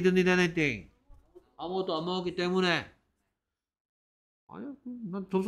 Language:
Korean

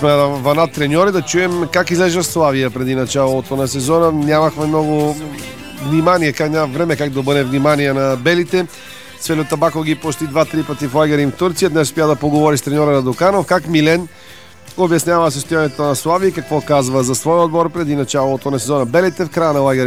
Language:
Bulgarian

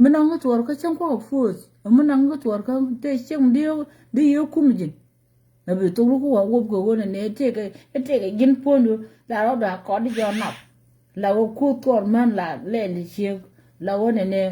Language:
Nuer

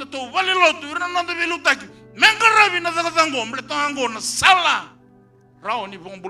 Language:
Fijian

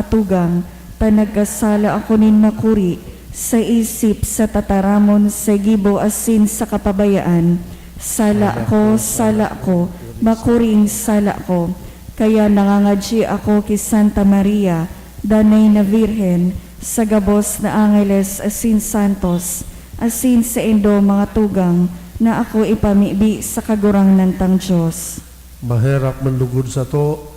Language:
Bikol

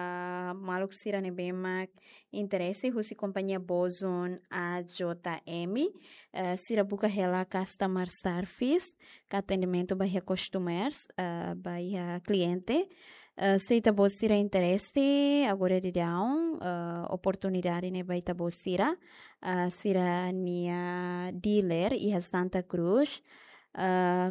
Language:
Tetum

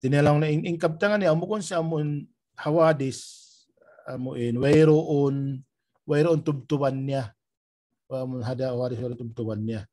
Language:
Tausug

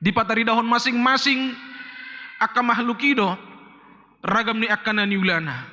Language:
Batak Toba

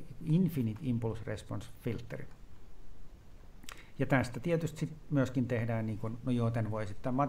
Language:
Finnish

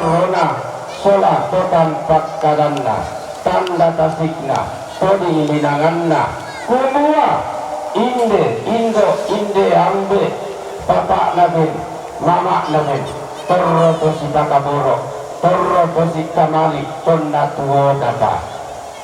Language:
Toraja-Sa'dan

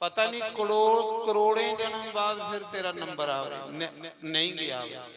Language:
Dogri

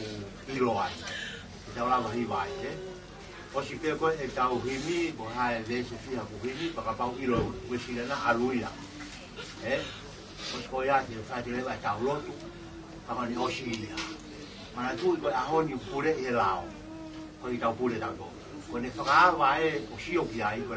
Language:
Tongan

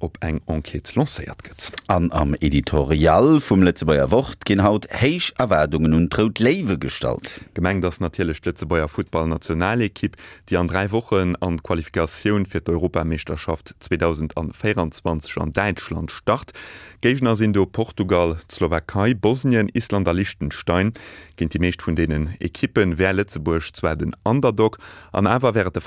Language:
Luxembourgish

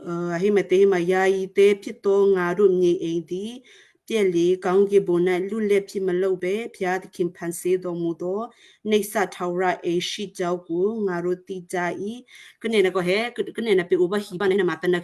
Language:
Western Kayah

